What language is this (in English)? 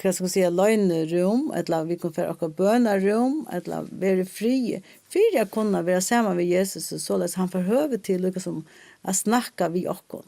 Faroese